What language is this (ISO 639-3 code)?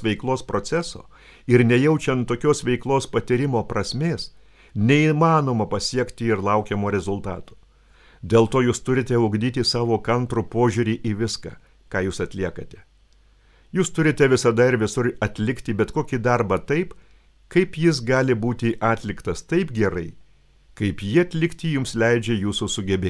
lit